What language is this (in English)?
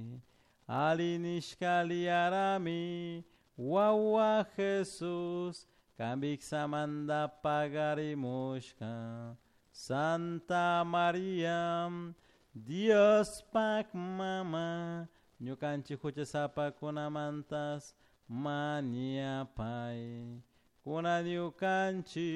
Chimborazo Highland Quichua